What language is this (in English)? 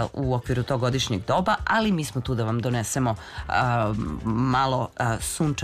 Serbian